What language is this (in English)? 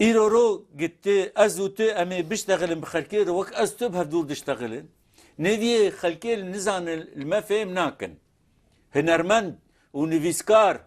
Kurdish